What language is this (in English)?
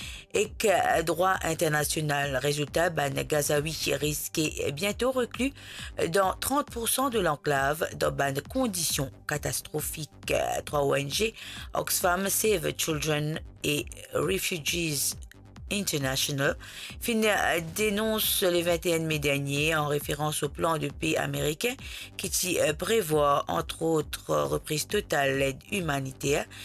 Morisyen